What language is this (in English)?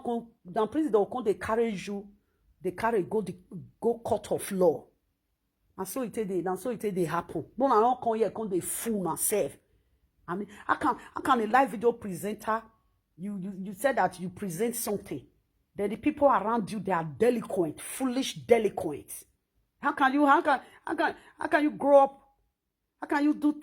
Nigerian Pidgin